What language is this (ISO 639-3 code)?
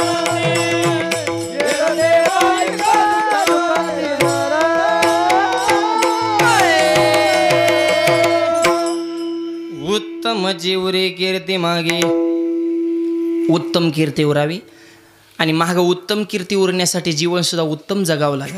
mar